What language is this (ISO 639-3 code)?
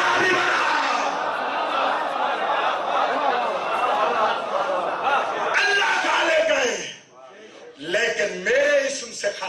urd